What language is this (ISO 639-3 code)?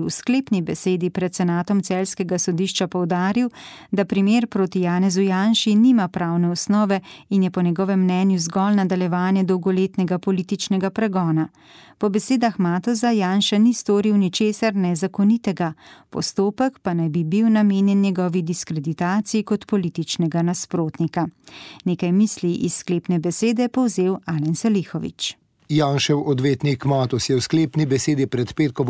slv